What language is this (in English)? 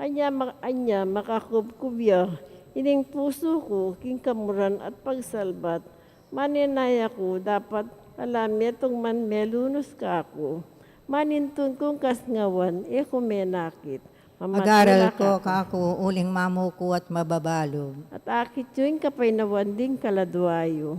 Pampanga